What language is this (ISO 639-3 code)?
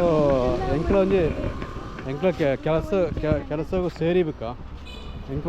tcy